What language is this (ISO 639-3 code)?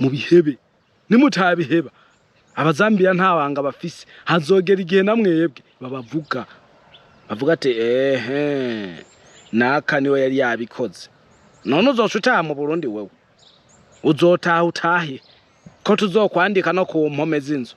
run